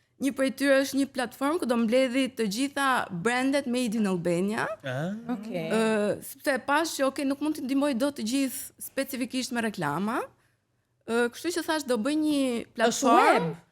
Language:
Albanian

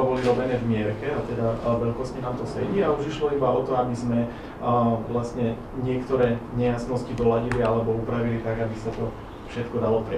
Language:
Slovak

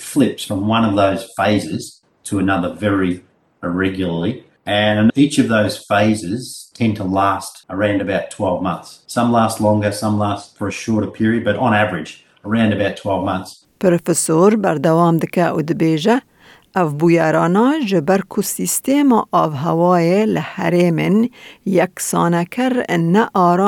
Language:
Kurdish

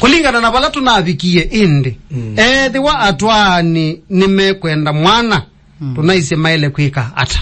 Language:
Kamba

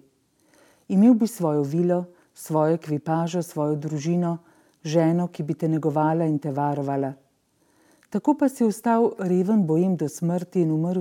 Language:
Slovenian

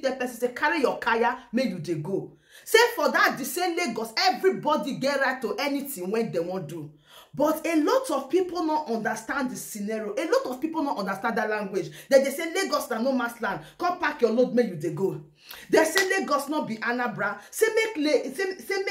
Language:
Nigerian Pidgin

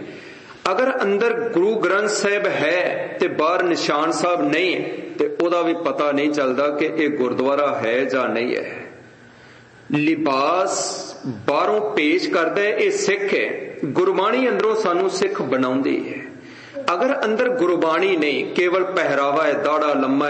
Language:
Punjabi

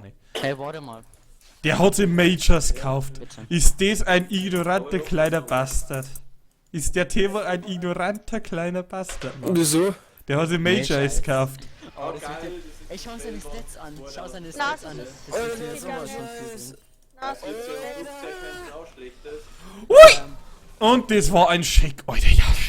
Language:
Bavarian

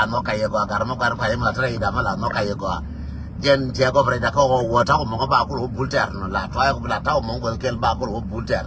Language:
Nuer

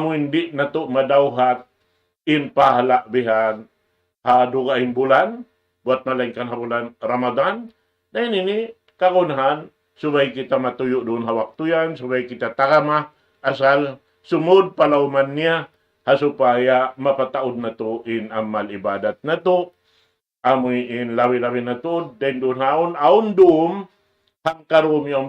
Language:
Tausug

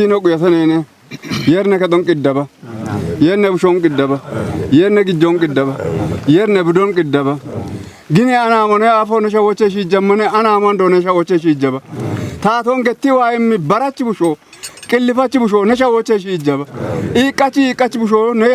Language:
Kafa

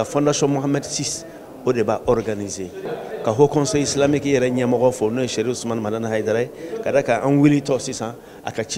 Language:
Bambara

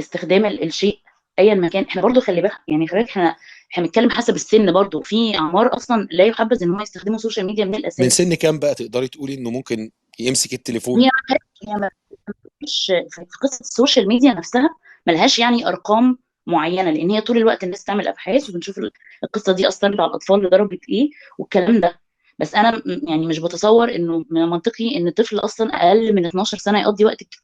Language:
Egyptian Arabic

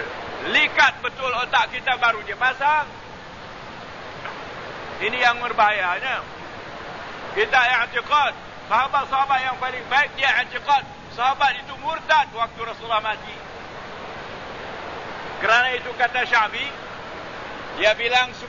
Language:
Malay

